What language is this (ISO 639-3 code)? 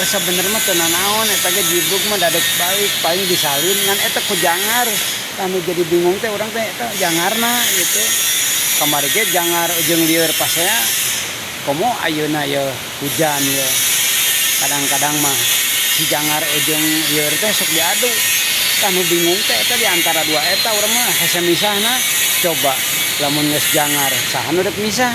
sun